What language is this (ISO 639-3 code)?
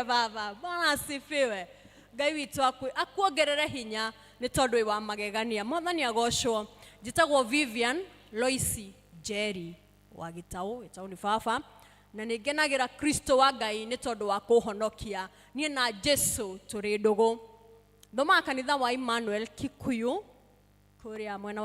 kik